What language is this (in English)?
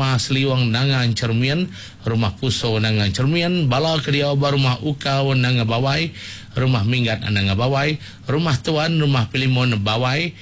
Iban